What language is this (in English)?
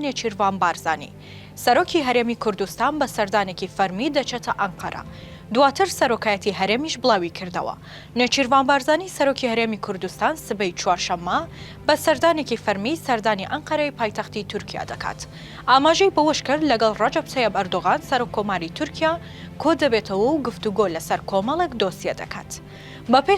Central Kurdish